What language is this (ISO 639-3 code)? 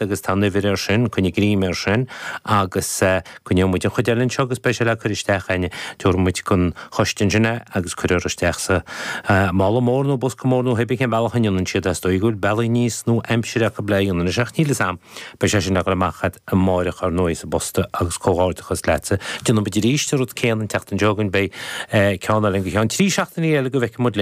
gle